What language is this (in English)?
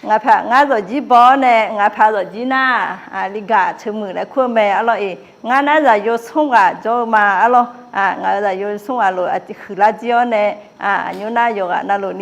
Akha